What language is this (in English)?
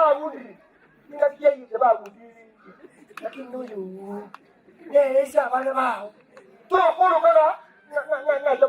Gusii